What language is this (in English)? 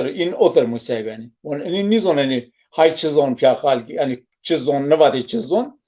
Zaza